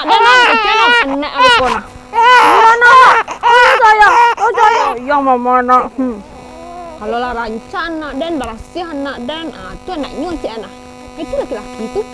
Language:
Minangkabau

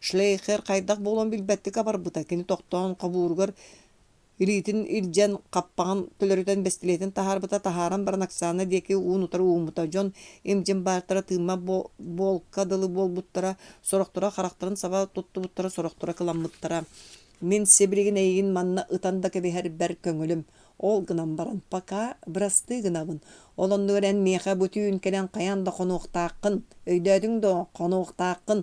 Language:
Yakut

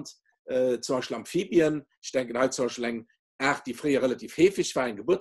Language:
Luxembourgish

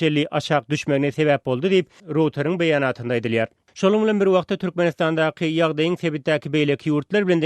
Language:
Turkmen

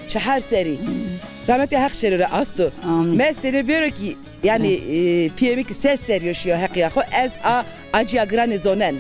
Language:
Zaza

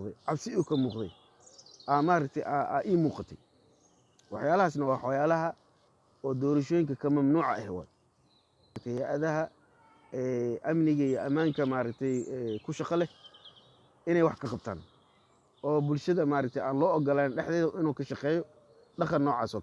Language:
Somali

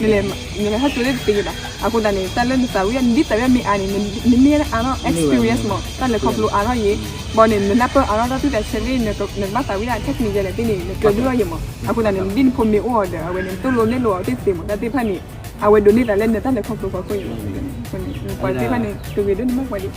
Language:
S'gaw Karen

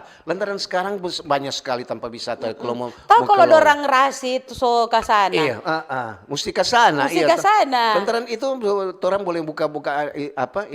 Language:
Manado Malay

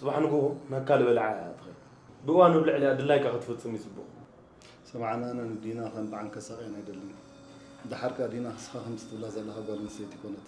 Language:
Tigrinya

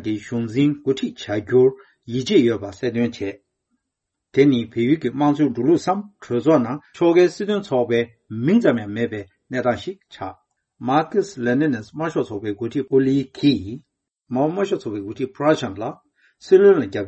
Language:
Tibetan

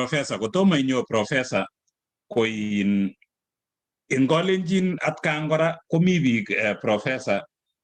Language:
Kalenjin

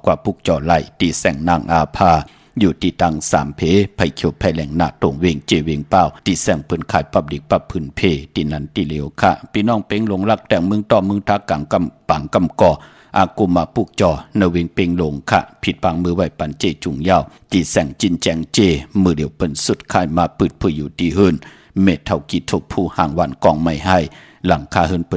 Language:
Shan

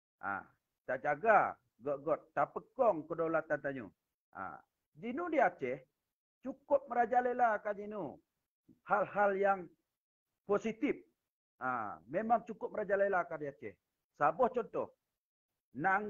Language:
Achinese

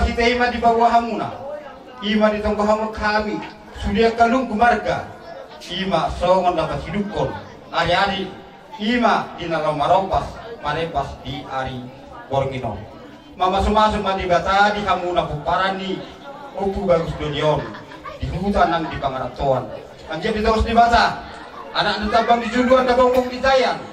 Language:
Batak Toba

